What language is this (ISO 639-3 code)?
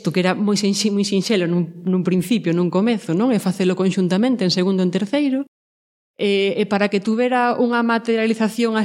glg